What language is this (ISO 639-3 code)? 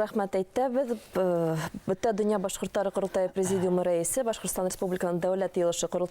bak